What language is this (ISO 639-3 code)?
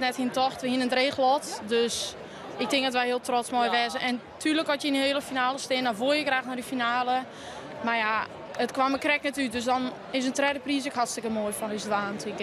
fry